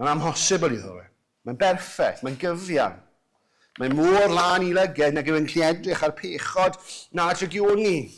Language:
Welsh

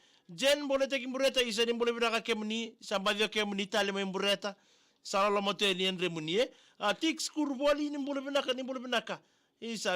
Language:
Fijian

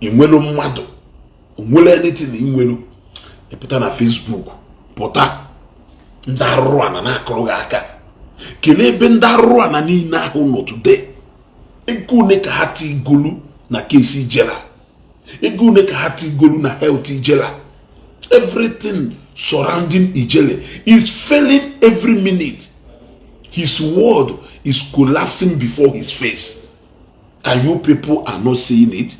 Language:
Igbo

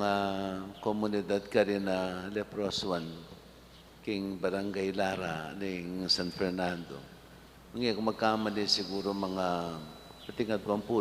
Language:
Pampanga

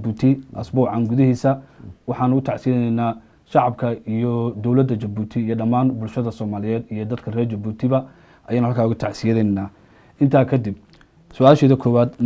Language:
Somali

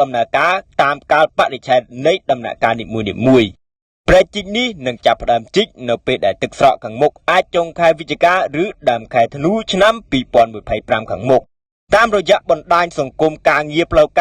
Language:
Khmer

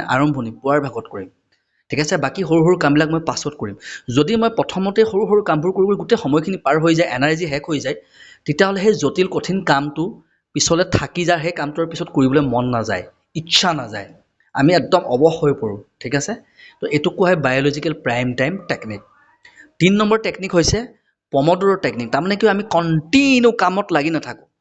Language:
Assamese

